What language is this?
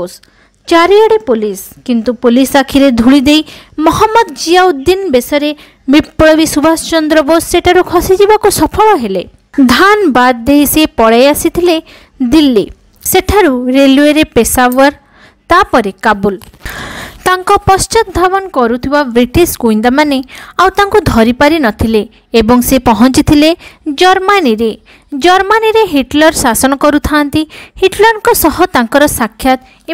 Odia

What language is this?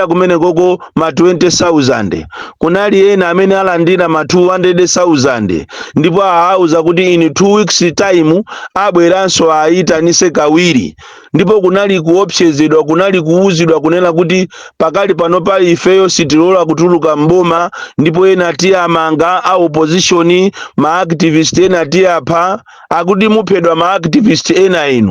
Nyanja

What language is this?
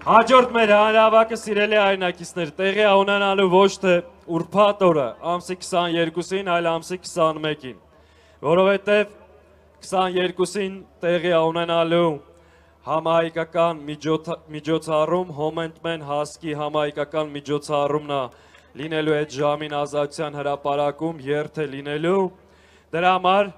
Armenian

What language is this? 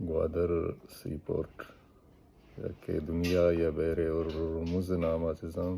Baluchi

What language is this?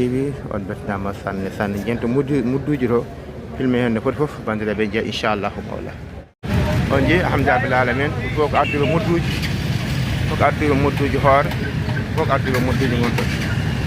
Fula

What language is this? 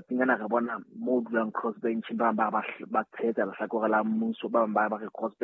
Southern Sotho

